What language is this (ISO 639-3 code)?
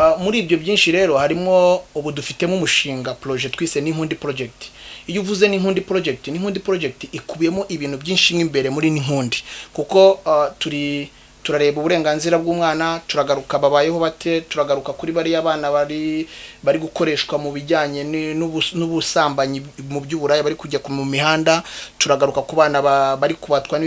kin